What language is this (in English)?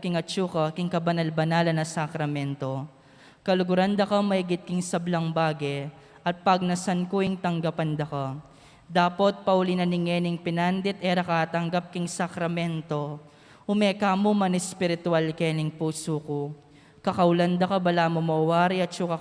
Pampanga